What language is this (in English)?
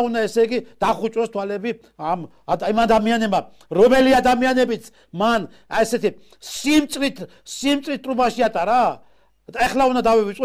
Georgian